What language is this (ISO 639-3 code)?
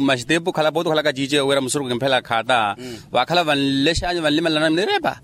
vmw